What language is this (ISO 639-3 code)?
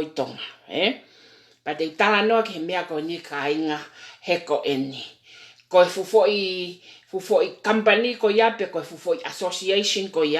ton